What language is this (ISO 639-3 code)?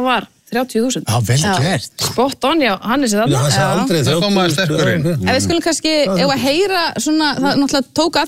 isl